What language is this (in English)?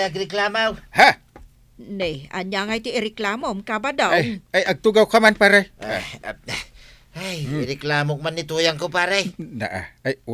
Iloko